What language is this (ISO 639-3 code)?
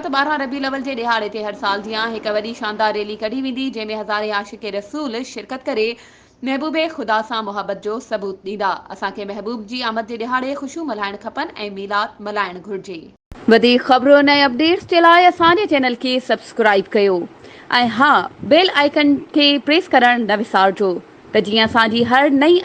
snd